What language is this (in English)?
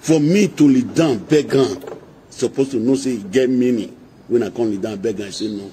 Nigerian Pidgin